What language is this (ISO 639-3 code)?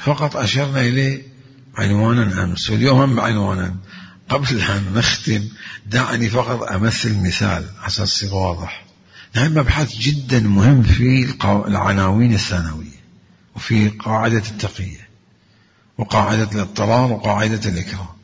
acm